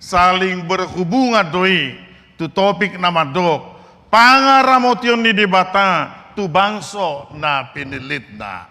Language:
Batak Toba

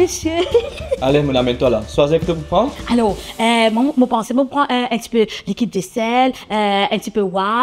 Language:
Morisyen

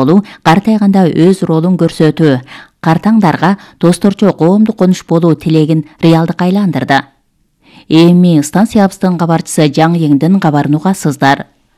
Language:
Kyrgyz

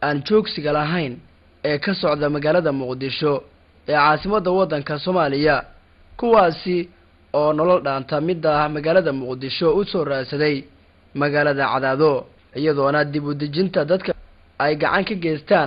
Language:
Somali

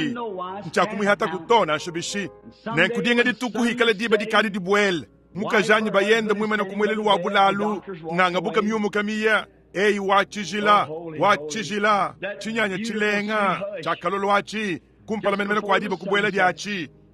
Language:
Luba-Lulua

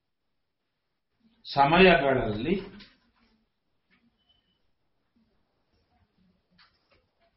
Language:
Kannada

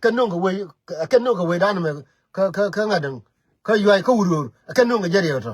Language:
Nuer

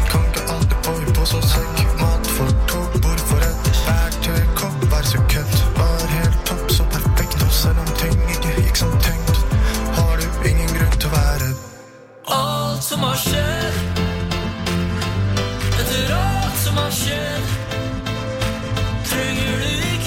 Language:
Norwegian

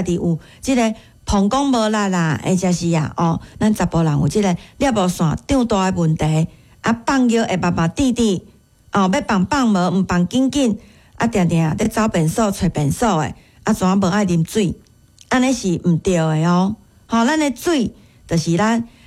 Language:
Min Nan Chinese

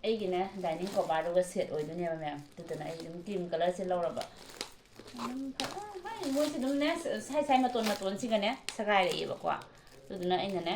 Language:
Manipuri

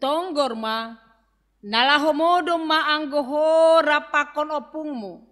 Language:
Batak Simalungun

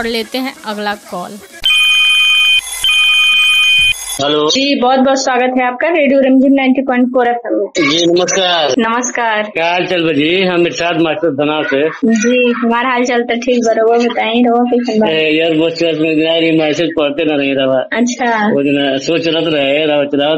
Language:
Bhojpuri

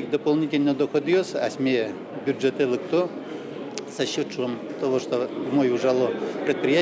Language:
Udmurt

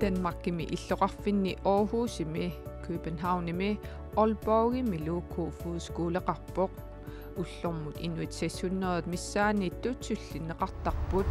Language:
Kalaallisut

